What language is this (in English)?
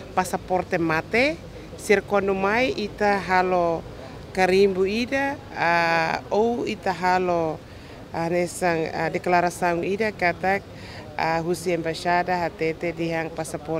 Tetum